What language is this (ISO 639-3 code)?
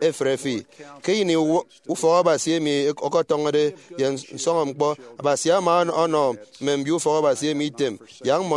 efi